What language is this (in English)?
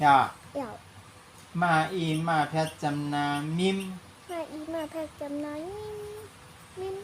Shan